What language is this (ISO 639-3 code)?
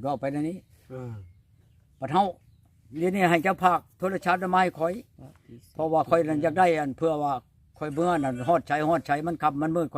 tts